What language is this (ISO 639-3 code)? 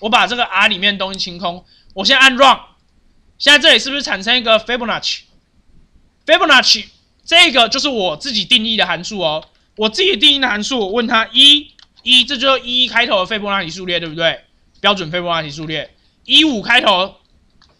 zho